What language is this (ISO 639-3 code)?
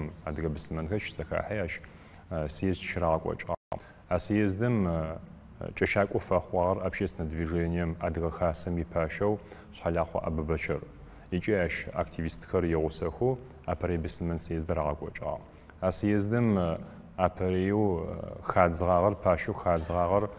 ady